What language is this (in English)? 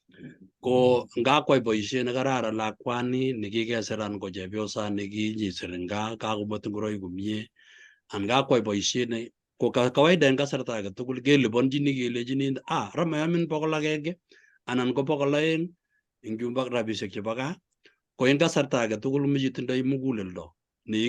Kalenjin